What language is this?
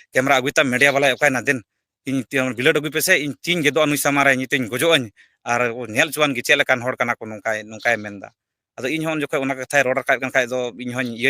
Santali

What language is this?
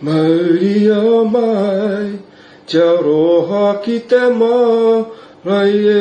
Māori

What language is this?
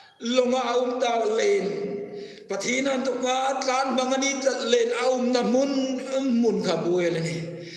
Hmar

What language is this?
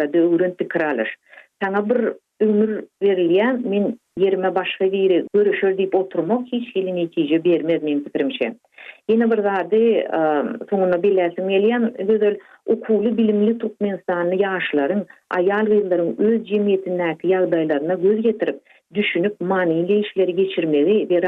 Turkmen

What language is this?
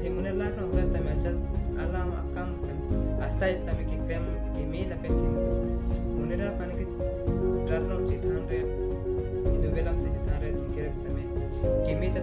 Karbi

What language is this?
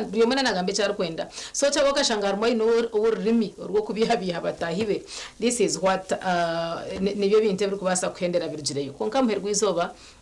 Nyankole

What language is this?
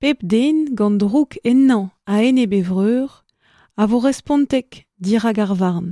Breton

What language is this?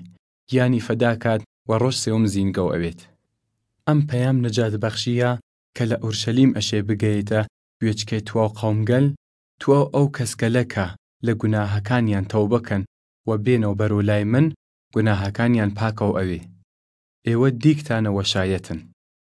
Southern Kurdish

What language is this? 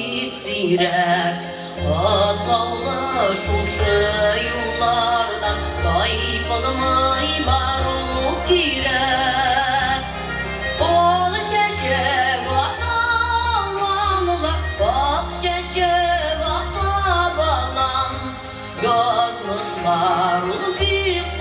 Tatar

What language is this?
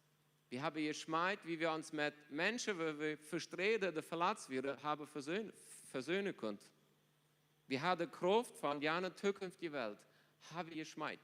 Plautdietsch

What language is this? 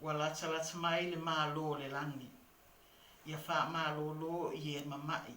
Samoan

